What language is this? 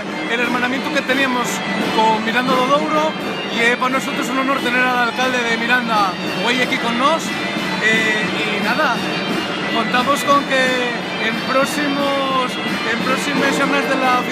Asturian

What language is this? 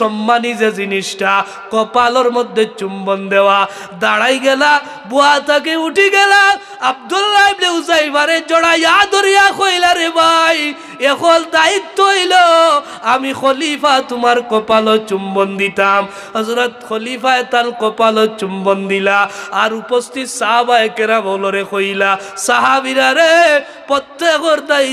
Sylheti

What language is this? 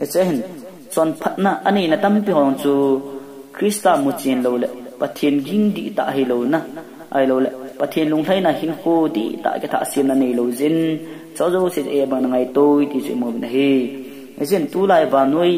Thado Chin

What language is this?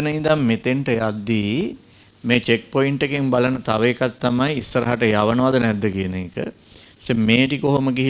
Sinhala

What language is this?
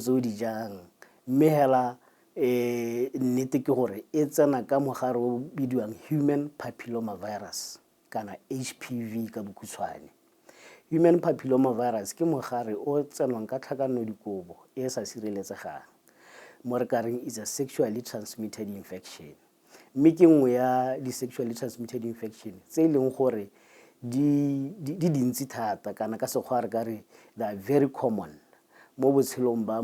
Tswana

